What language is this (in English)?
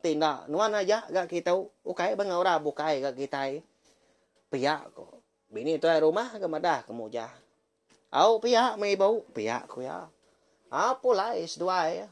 Iban